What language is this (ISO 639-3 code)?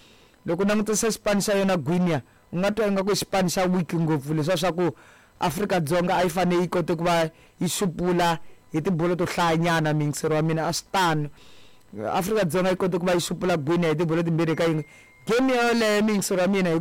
tso